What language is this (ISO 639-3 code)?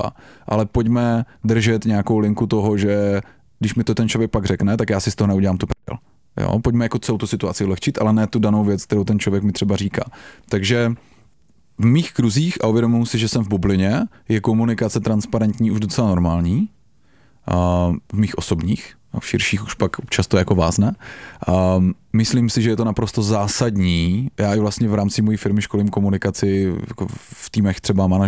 ces